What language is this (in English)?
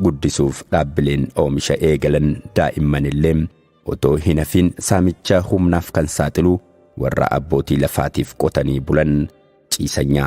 Oromo